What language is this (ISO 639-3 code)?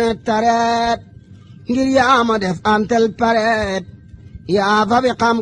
wol